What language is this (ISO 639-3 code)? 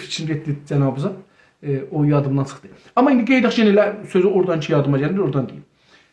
azb